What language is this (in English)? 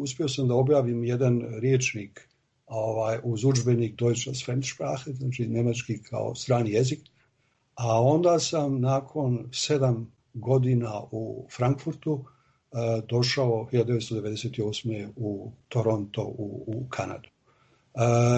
Serbian